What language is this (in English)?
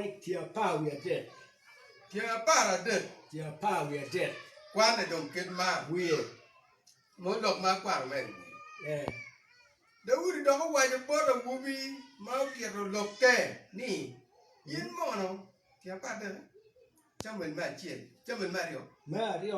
Acoli